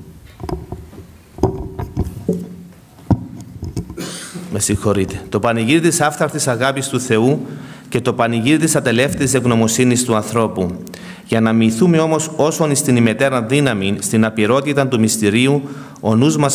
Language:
Greek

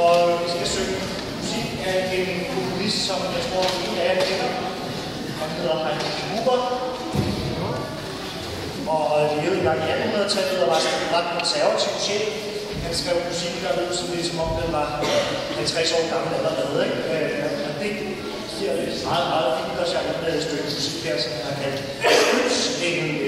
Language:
Danish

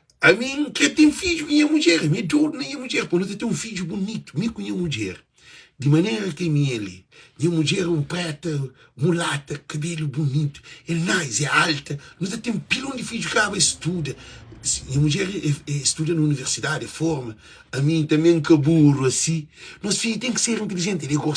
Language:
Kabuverdianu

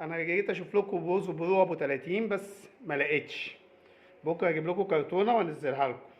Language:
Egyptian Arabic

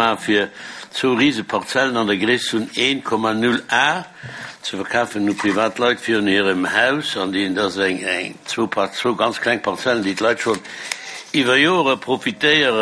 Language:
Luxembourgish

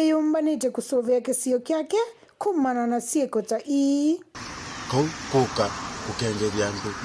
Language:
Kamba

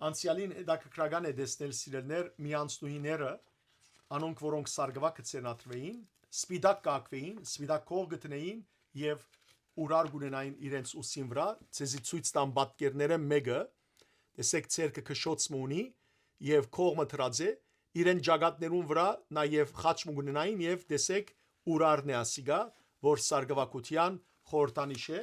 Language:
Western Armenian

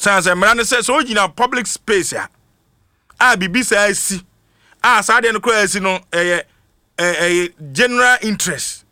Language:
Akan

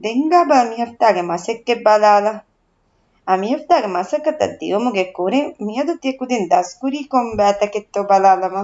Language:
Divehi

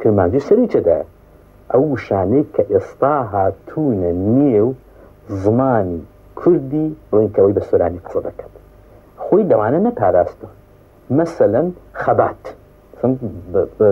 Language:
Central Kurdish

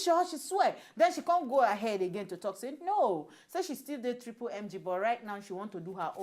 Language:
Nigerian Pidgin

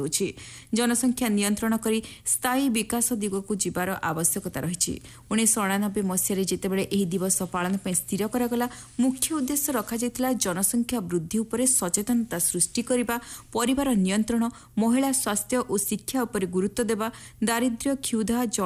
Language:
Odia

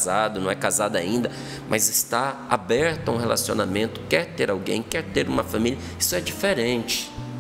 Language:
Portuguese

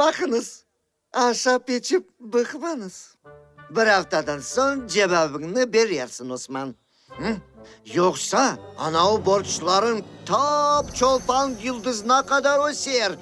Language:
Crimean Tatar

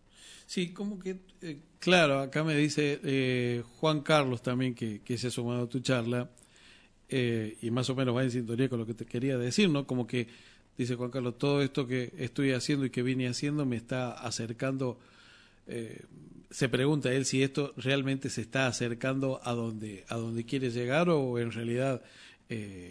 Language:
Spanish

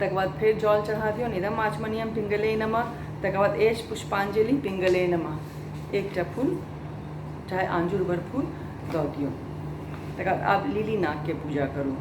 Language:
Maithili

